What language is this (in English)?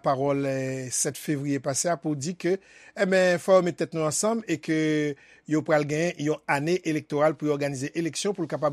Haitian Creole